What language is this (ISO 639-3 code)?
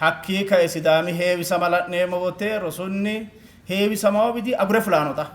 sid